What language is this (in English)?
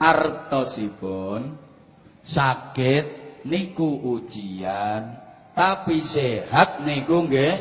Javanese